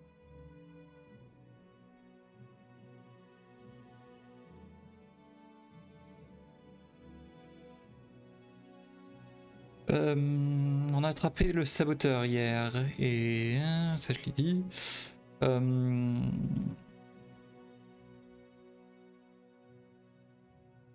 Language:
French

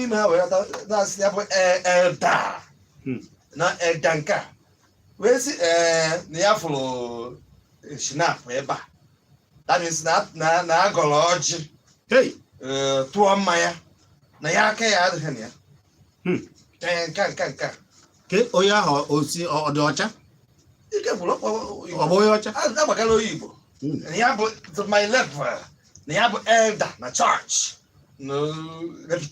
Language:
Igbo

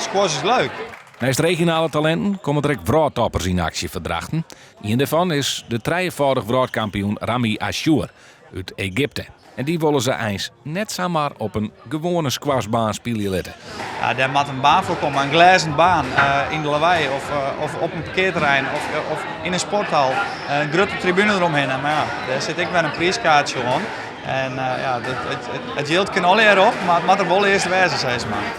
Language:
Western Frisian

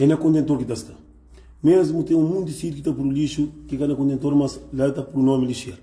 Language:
Kabuverdianu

